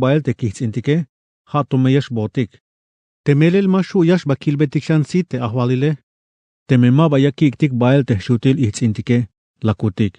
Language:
Tzeltal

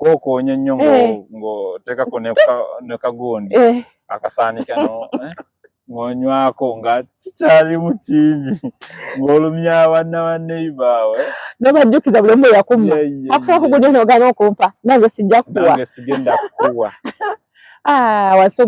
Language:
Ganda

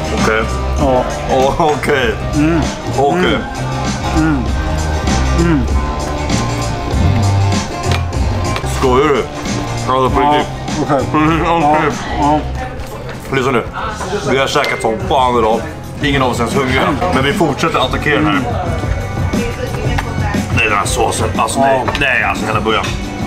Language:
Swedish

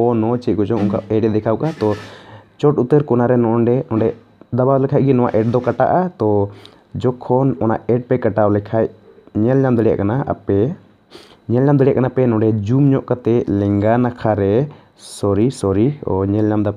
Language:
Santali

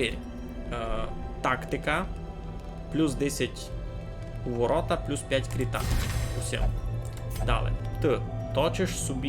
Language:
Rusyn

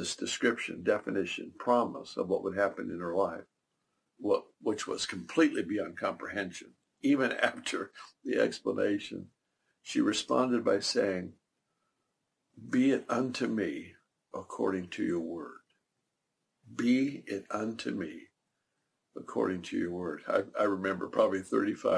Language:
English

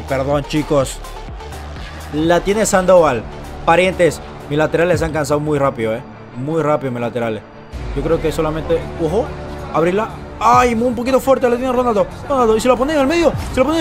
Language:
Spanish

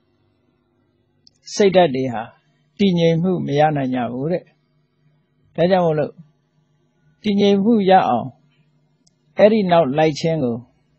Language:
Burmese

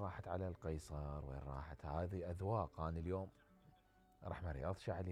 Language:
Mesopotamian Arabic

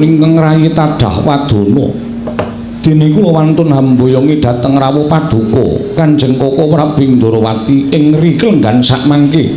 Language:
Javanese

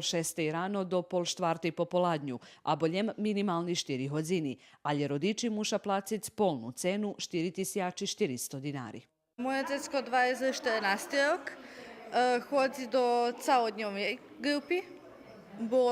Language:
Rusyn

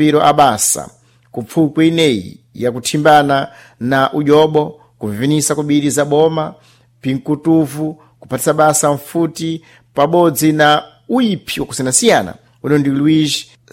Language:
Sena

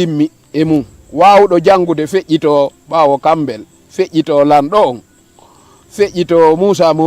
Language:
Fula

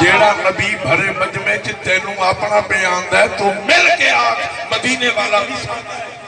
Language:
Saraiki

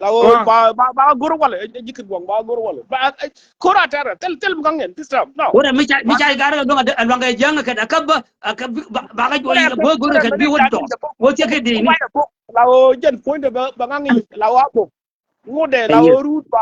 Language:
Nuer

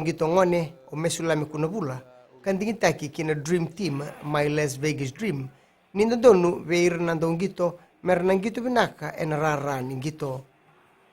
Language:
Fijian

